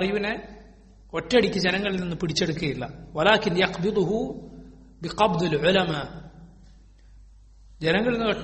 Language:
Malayalam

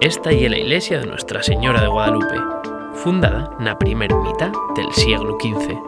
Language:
Asturian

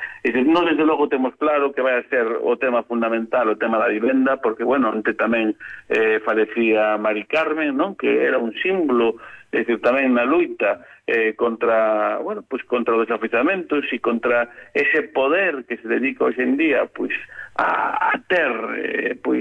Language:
Galician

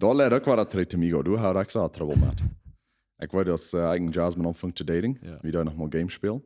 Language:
Plautdietsch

